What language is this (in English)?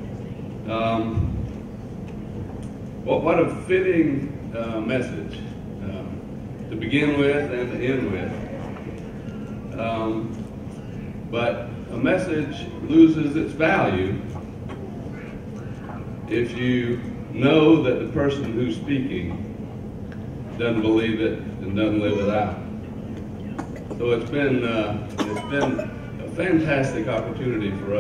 English